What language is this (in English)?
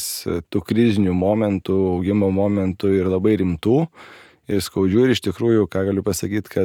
Lithuanian